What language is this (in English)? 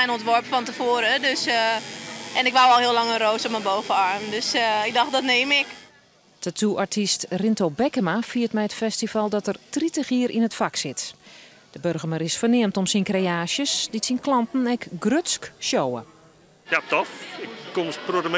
Western Frisian